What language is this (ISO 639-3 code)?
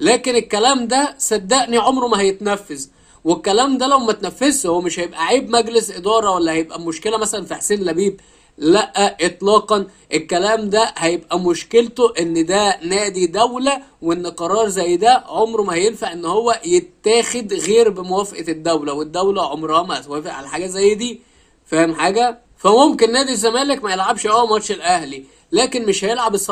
arz